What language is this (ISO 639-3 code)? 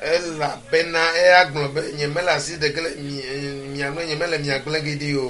ewe